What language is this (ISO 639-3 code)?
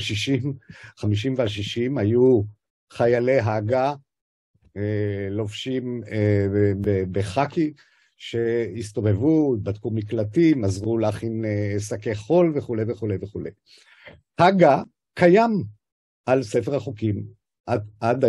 heb